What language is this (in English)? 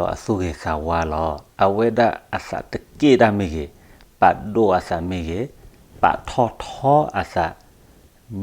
S'gaw Karen